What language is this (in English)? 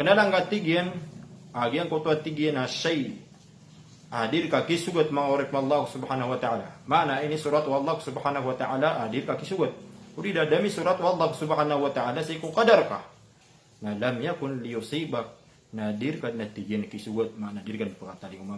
Maranao